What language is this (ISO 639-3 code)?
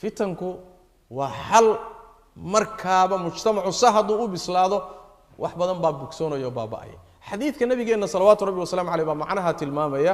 som